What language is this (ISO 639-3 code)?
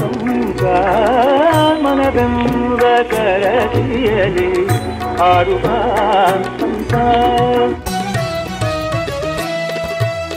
kan